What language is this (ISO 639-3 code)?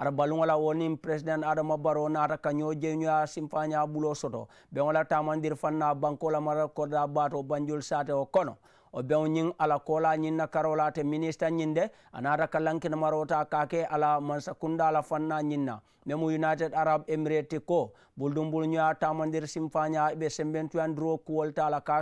man